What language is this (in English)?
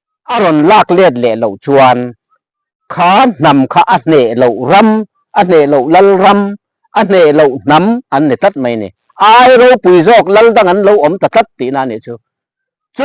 Mizo